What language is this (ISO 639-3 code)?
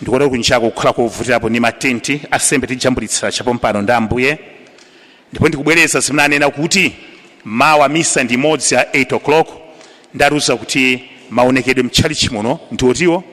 nya